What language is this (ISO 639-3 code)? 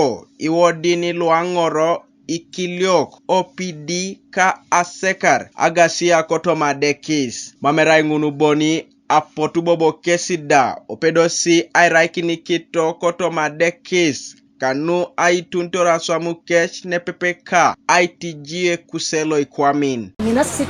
teo